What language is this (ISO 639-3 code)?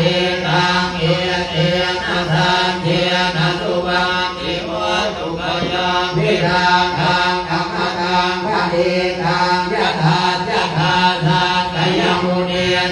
pli